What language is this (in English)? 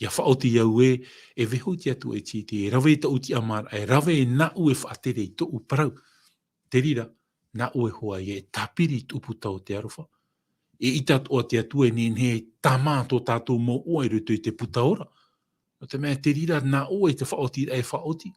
Tahitian